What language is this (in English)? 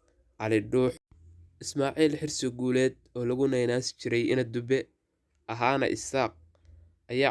Somali